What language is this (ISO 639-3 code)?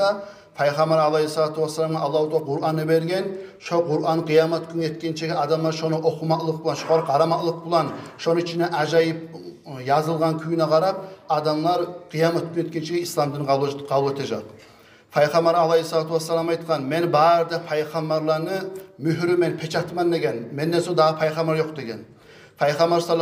kum